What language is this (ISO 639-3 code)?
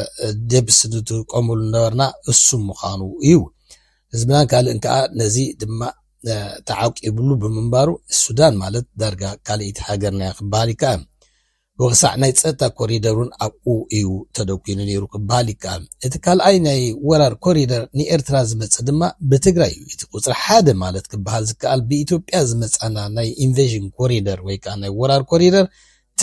tir